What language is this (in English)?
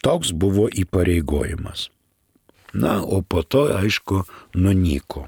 Lithuanian